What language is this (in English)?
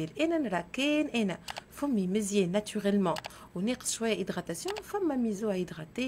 Tunisian Arabic